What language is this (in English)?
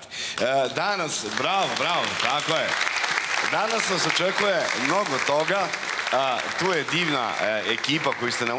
Serbian